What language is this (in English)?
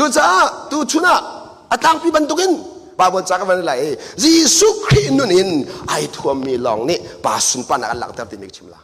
Hakha Chin